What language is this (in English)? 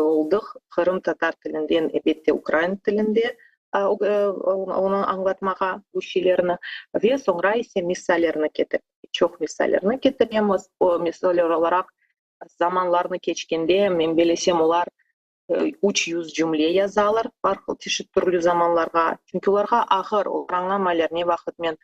Crimean Tatar